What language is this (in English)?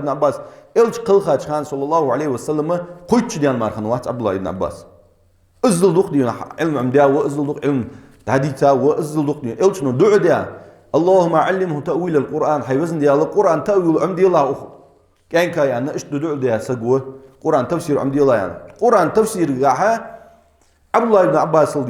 Ingush